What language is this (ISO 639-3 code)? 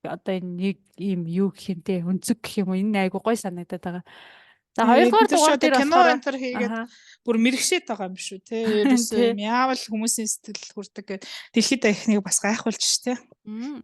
mon